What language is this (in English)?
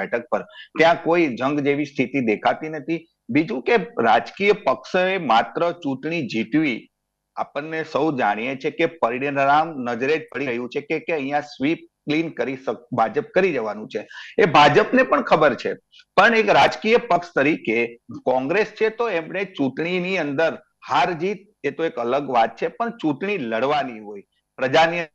Gujarati